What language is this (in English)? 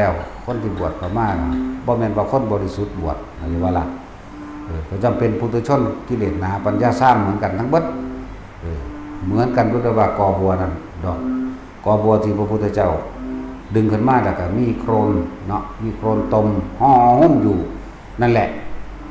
Northeastern Thai